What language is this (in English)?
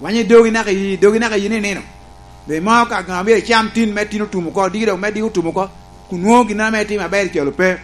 Lango (Uganda)